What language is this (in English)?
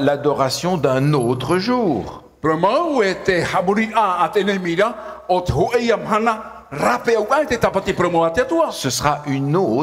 Tahitian